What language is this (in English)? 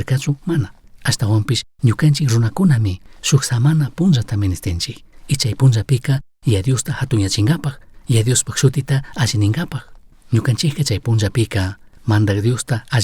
Chimborazo Highland Quichua